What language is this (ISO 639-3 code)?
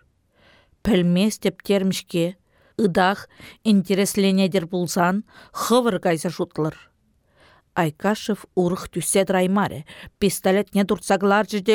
chv